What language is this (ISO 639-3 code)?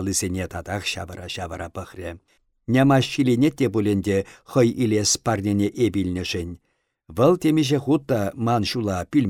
chv